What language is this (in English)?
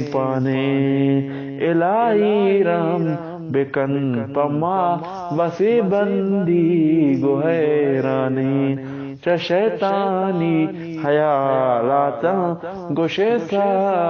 Eastern Balochi